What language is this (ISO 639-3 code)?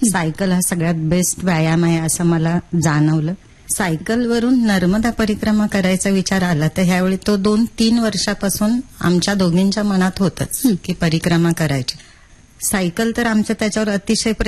mar